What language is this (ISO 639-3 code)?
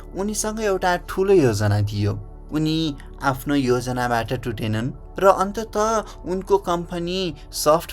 nep